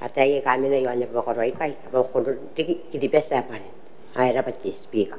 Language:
Gilbertese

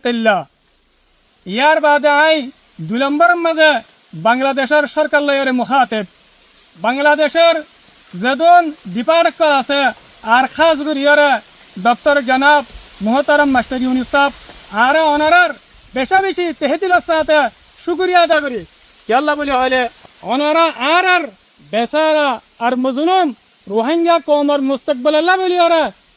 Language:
Rohingya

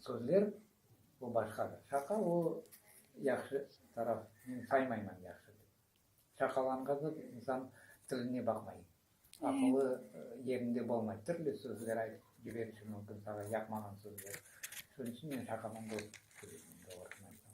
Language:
Crimean Tatar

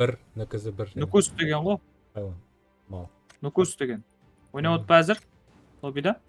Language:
Kara-Kalpak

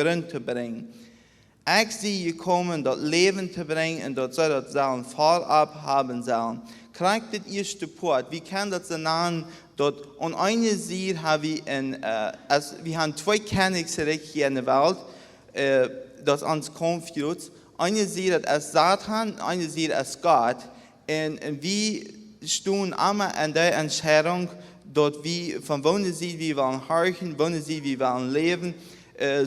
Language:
Plautdietsch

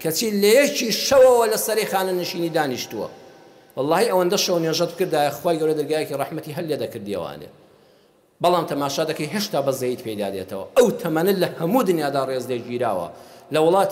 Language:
Central Kurdish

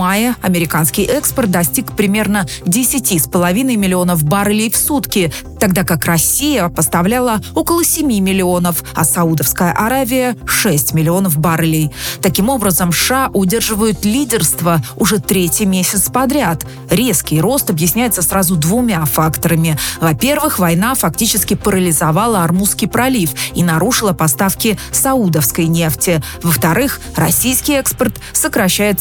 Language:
Russian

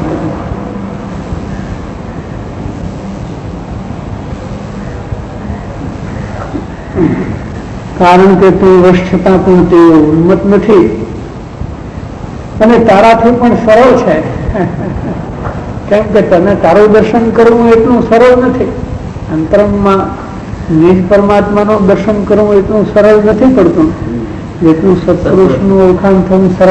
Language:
Gujarati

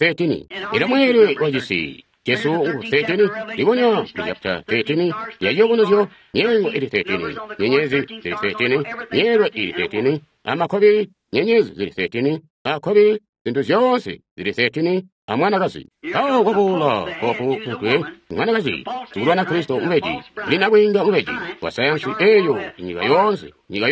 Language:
Tonga (Zambia)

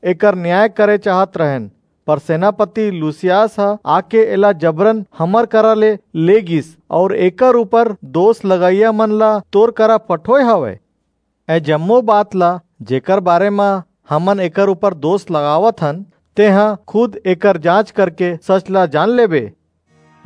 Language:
Chhattisgarhi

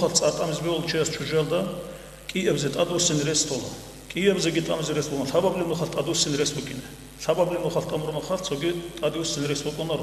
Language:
Avaric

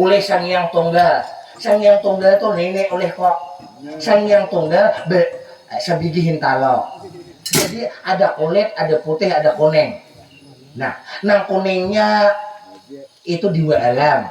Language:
Banjar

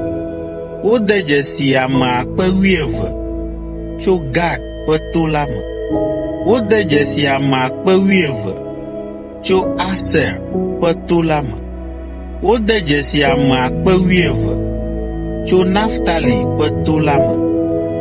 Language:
Ewe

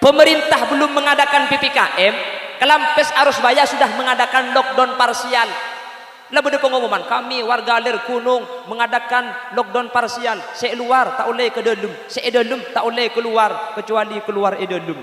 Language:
Madurese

